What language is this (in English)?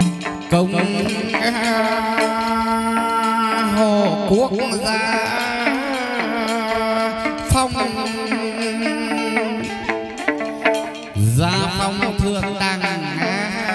Vietnamese